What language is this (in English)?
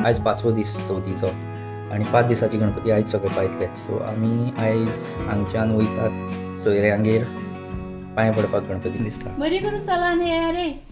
Konkani